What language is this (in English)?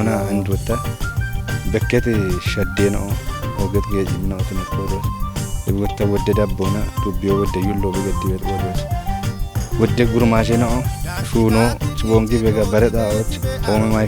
Kafa